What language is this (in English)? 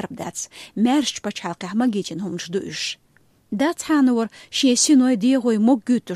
Chechen